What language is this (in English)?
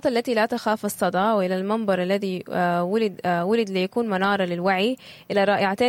Sudanese Arabic